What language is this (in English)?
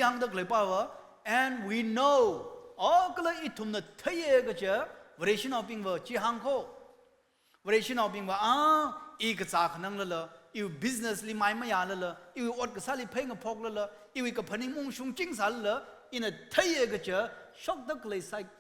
Tangkhul Naga (India)